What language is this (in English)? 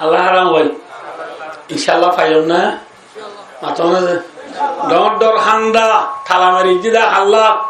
Rohingya